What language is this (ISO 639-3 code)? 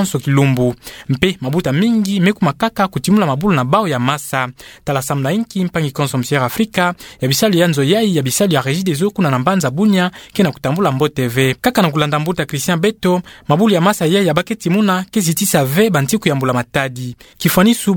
ktu